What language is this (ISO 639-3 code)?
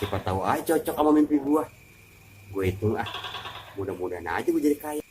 bew